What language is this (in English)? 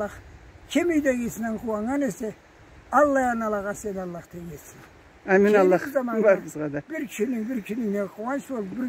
Karachay-Balkar